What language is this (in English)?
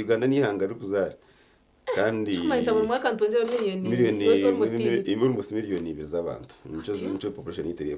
Nyankole